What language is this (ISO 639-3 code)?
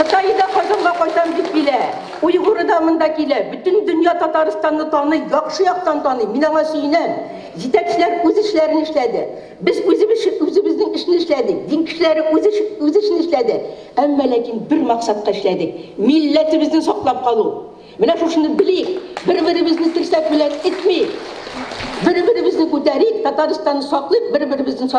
tat